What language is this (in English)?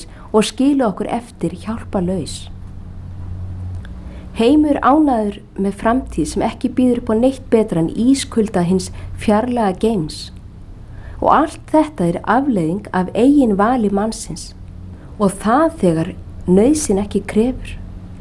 Icelandic